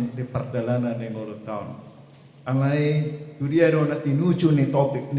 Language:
Batak Toba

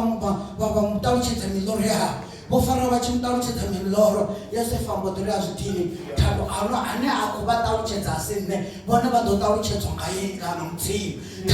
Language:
Venda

